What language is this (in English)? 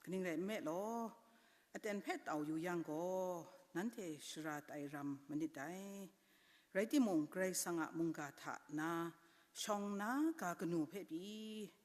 Kachin